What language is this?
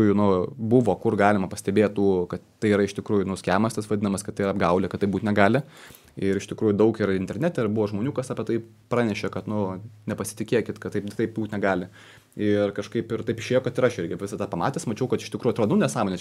Lithuanian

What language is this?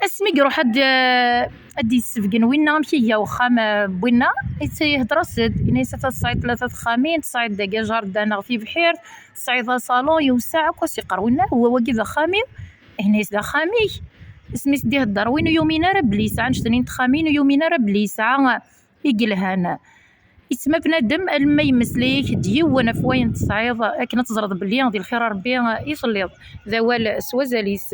Kabyle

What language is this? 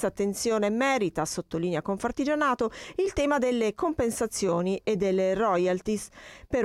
Italian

